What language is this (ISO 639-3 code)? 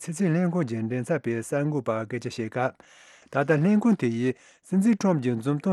bod